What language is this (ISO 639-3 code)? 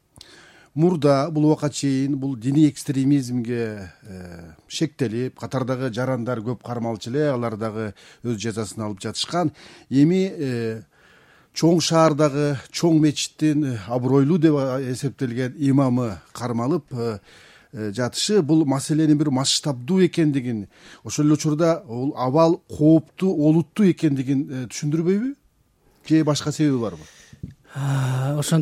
kir